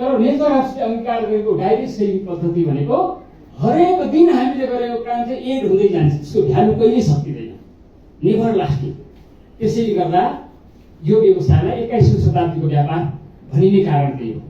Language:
Nepali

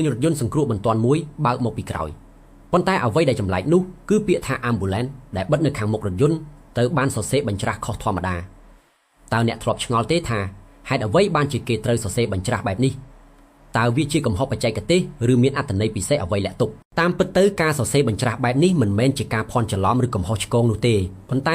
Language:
Khmer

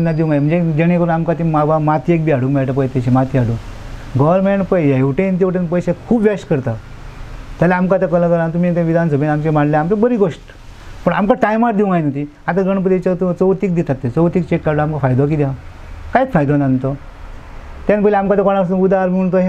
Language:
Konkani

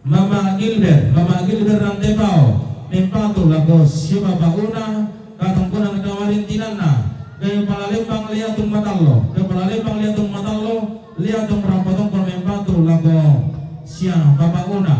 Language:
Toraja-Sa'dan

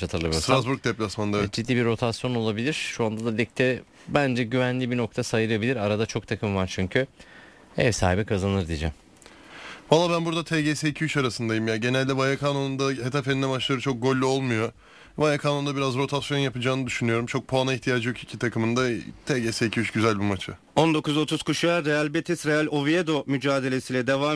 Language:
Turkish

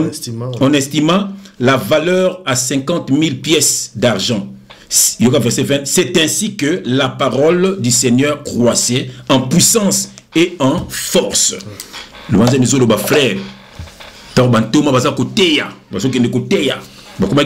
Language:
Lingala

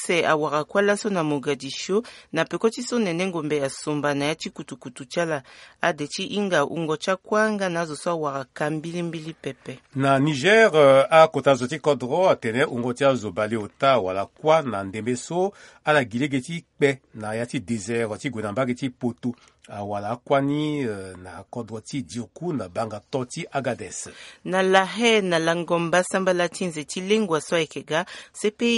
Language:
Sango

